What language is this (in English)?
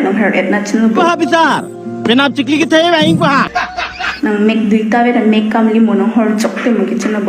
Karbi